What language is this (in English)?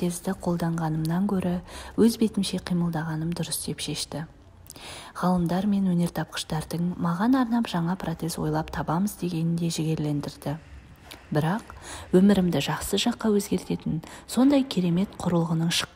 Kazakh